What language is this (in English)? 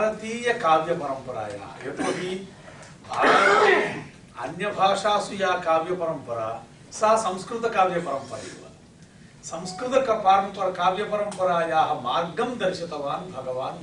Sanskrit